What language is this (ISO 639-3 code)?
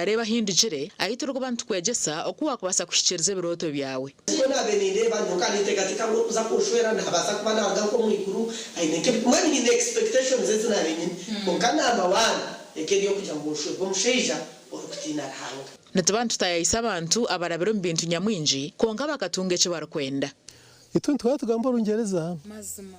nyn